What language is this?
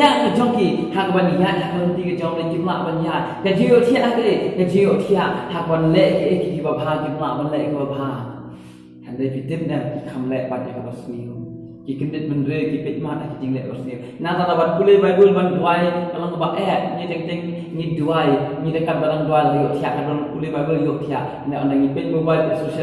Khasi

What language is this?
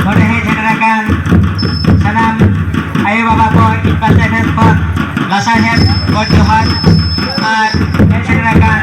Santali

